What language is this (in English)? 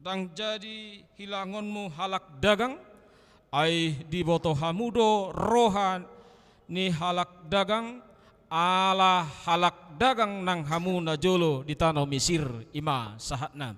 Batak Toba